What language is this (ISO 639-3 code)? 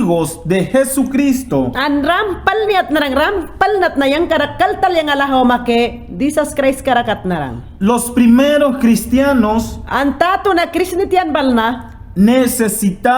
yan